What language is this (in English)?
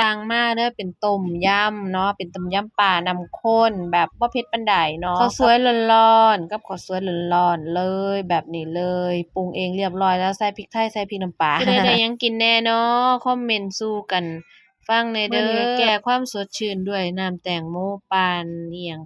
Northeastern Thai